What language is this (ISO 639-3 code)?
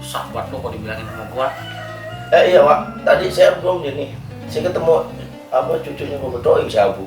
bew